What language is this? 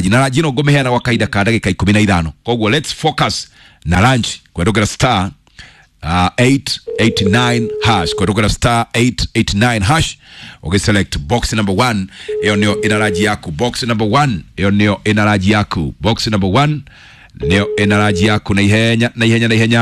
Kikuyu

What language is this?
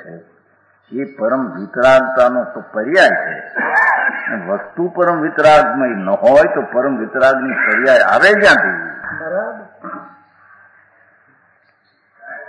Gujarati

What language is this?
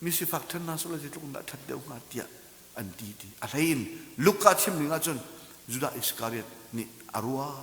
Hakha Chin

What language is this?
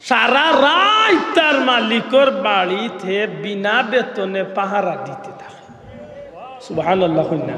Sylheti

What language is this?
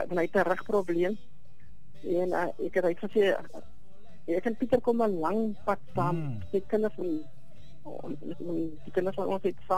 Afrikaans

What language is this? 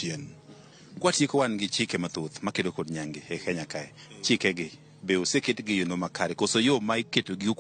Luo (Kenya and Tanzania)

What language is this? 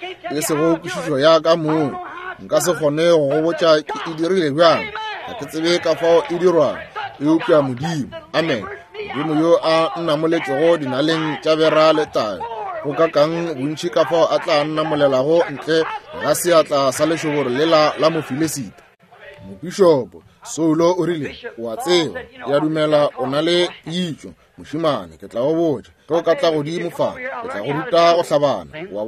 Northern Sotho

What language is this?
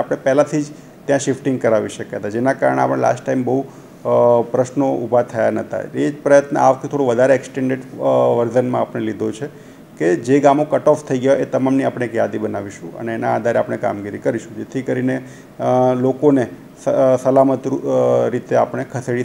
Gujarati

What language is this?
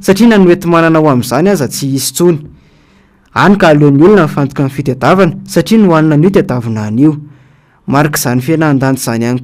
Malagasy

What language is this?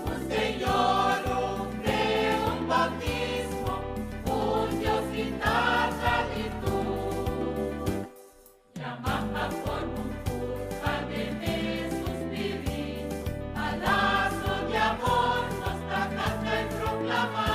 Papiamento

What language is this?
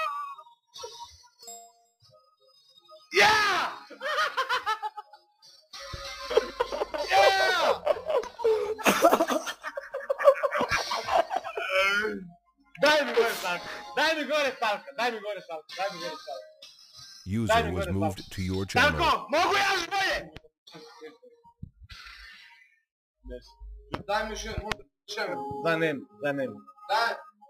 Croatian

